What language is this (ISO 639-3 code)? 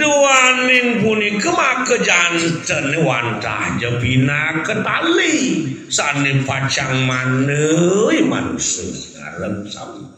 ban